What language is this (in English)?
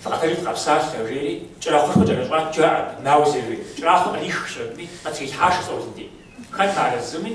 Kabardian